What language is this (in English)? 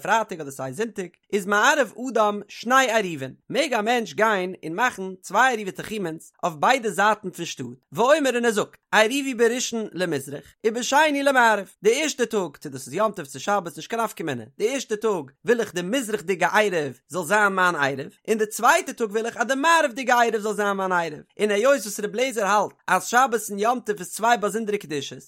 Yiddish